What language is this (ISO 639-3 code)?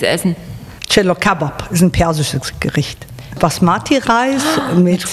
deu